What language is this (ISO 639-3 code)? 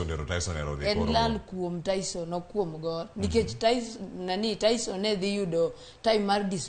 luo